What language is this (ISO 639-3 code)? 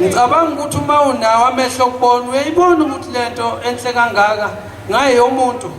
zul